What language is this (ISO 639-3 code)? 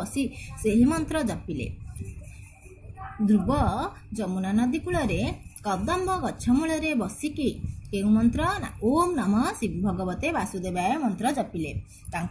ori